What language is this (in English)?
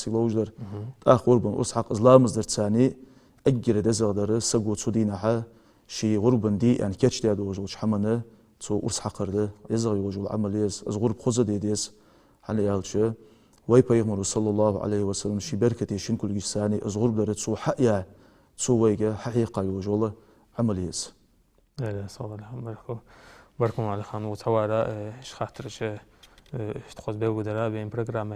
Ingush